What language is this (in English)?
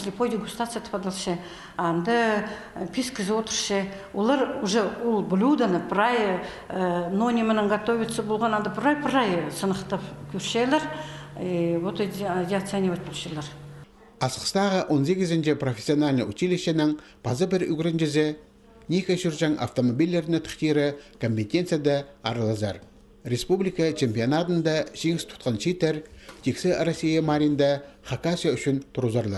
Khakas